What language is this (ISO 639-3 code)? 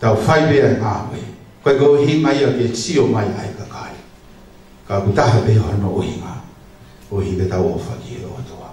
ton